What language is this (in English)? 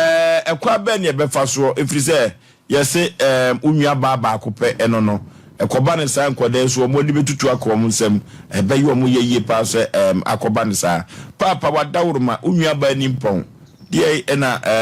Akan